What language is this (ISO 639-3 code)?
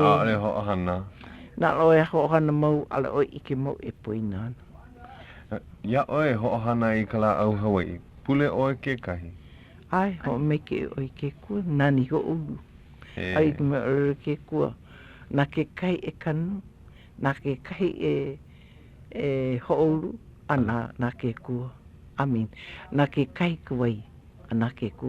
haw